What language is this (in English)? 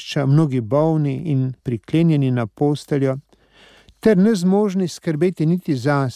Slovenian